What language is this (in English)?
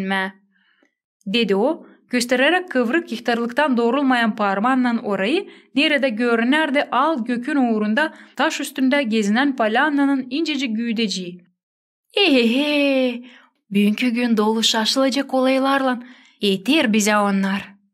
Gagauz